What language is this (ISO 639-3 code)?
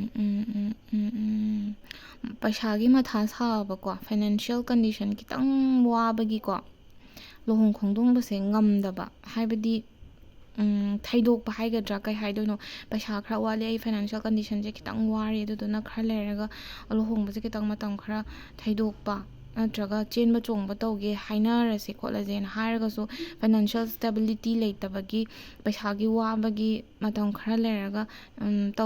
mni